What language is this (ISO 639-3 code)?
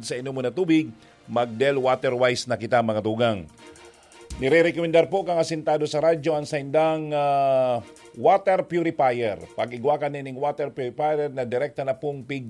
bik